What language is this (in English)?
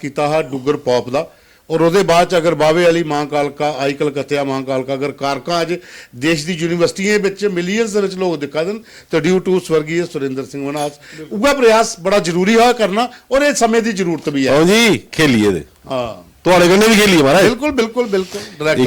Dogri